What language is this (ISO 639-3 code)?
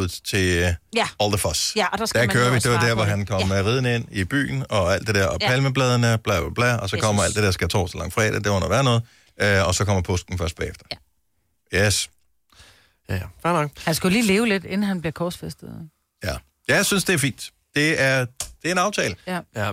dan